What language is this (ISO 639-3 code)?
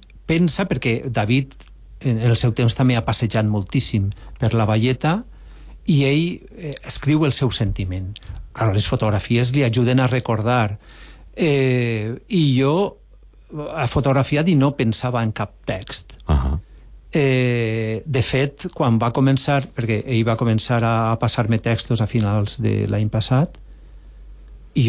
cat